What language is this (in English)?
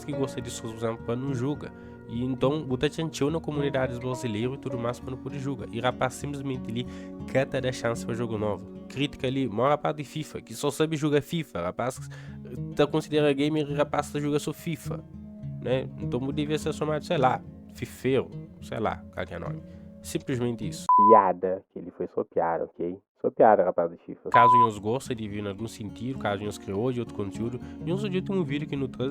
Kabuverdianu